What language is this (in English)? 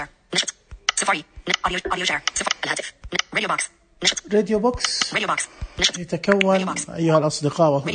Najdi Arabic